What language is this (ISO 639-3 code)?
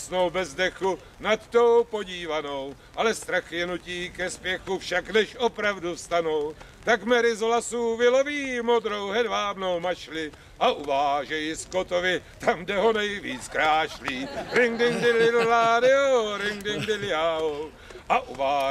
ces